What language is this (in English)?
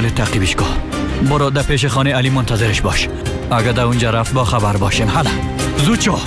Persian